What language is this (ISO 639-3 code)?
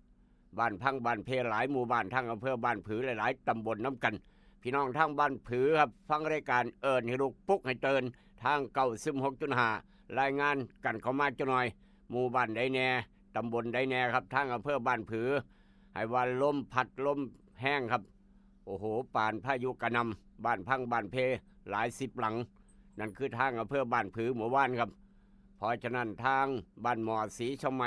tts